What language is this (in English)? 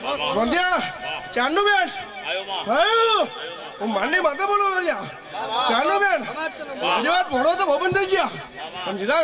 Gujarati